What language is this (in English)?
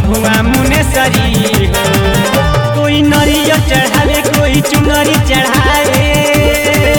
Bhojpuri